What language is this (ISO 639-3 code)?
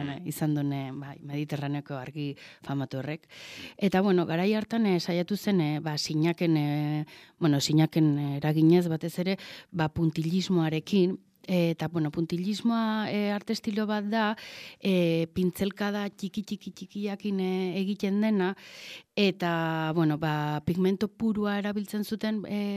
eus